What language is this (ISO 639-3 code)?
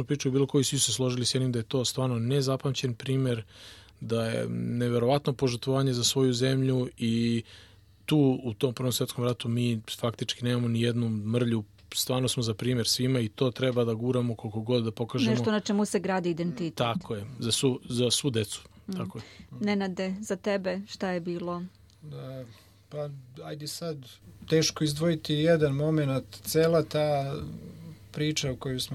srp